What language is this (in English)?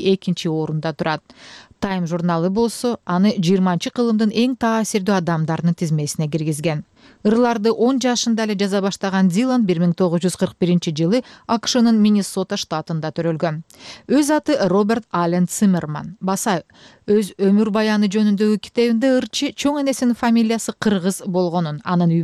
Kyrgyz